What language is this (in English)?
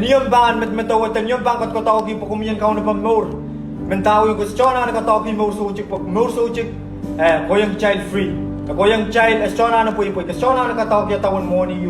Pohnpeian